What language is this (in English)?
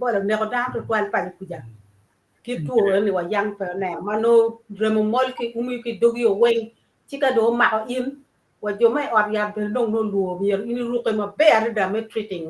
Acoli